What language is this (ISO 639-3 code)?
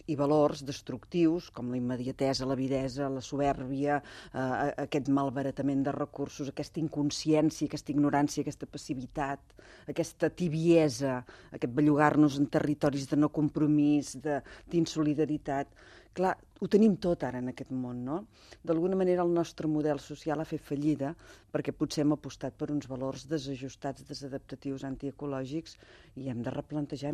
cat